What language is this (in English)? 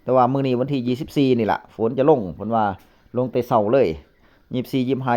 Northeastern Thai